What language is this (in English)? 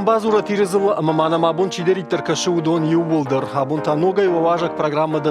Ossetic